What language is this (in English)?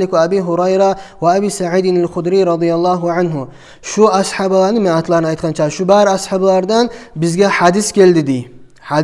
Kumyk